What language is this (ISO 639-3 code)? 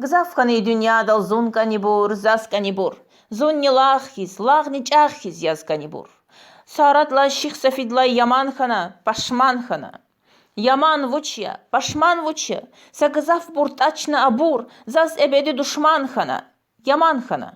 lez